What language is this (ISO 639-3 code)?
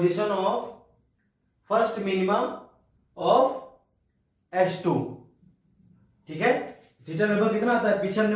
hin